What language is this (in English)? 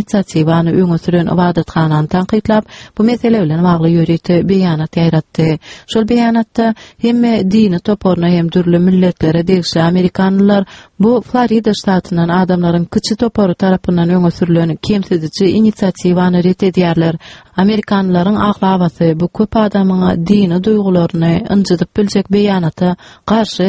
Turkmen